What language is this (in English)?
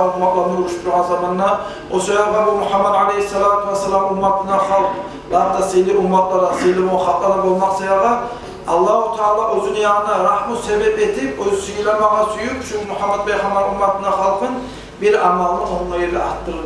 Kumyk